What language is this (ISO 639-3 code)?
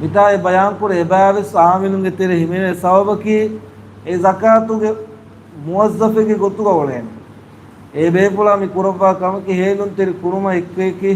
div